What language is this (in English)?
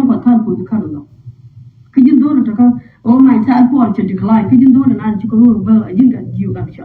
Nuer